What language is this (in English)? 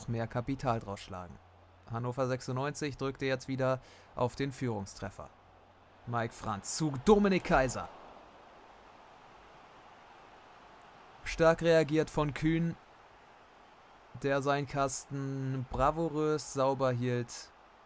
German